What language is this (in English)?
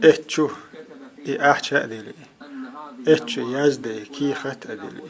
Chechen